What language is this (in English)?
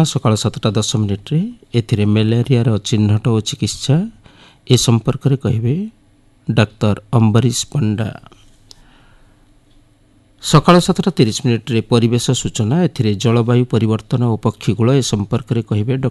Odia